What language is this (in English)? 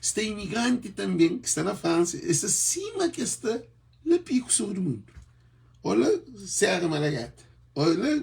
Kabuverdianu